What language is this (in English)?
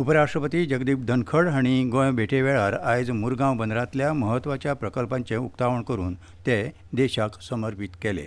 Konkani